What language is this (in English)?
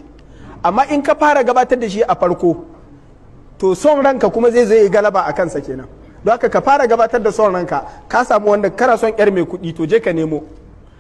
Hausa